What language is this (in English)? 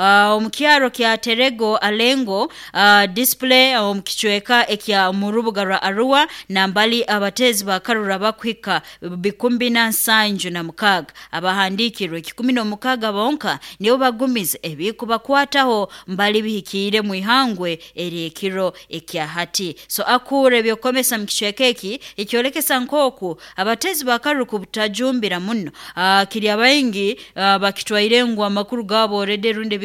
Nyoro